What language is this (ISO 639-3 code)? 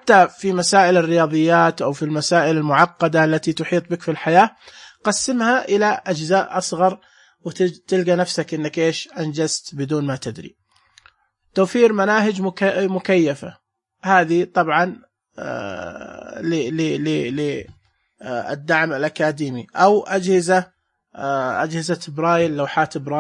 ars